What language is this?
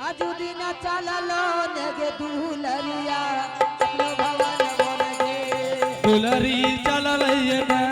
Angika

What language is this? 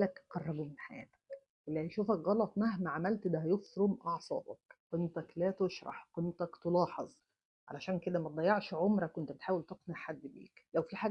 Egyptian Arabic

